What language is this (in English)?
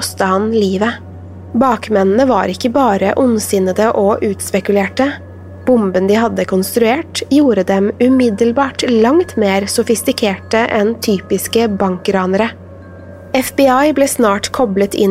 Norwegian